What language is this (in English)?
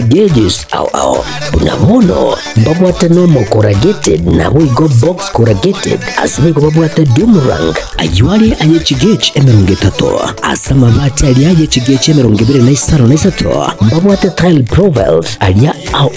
Gusii